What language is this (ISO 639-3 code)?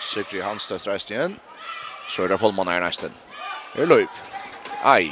fao